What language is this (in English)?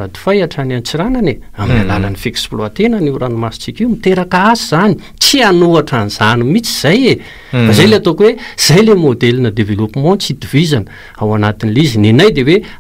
Malagasy